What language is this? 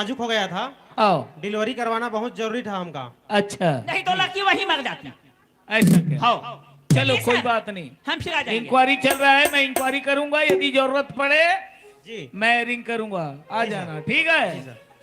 Chhattisgarhi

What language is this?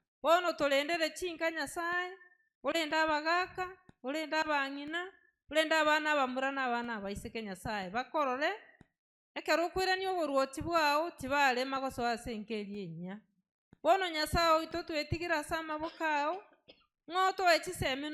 Gusii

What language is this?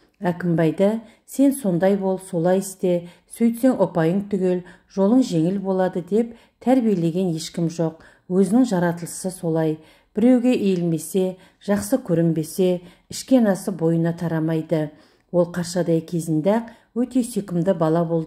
Kazakh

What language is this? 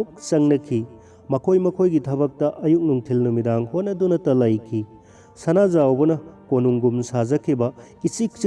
Manipuri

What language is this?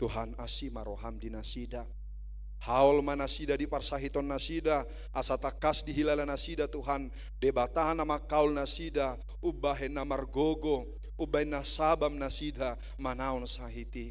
Batak Toba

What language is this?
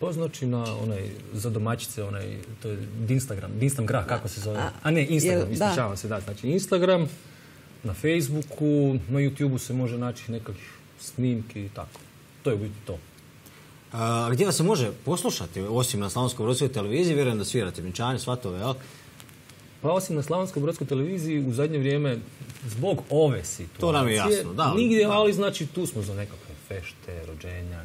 Croatian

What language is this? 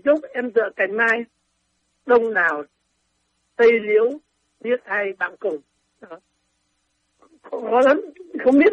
Vietnamese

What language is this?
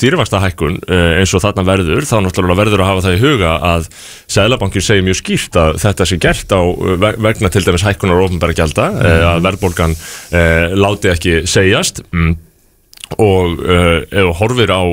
Icelandic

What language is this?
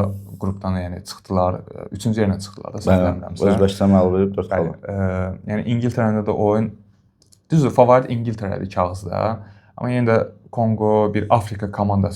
Azerbaijani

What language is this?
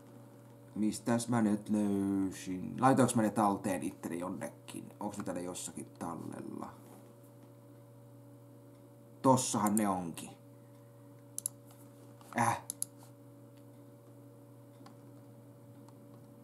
Finnish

